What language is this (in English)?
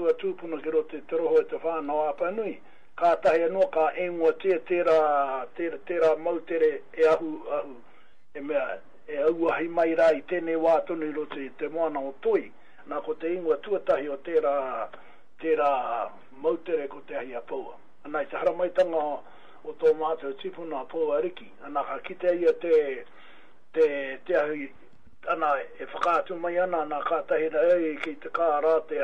Māori